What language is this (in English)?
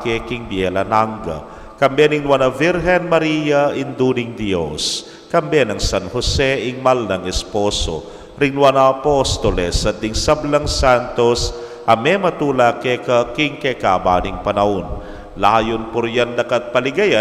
Pampanga